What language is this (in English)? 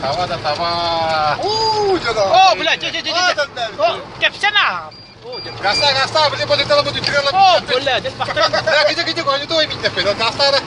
Yakut